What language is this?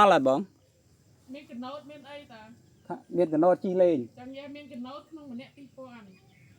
Khmer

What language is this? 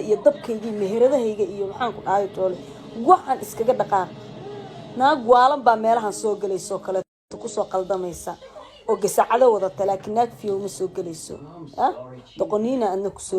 Somali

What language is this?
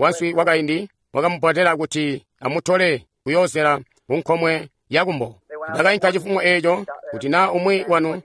Tonga (Zambia)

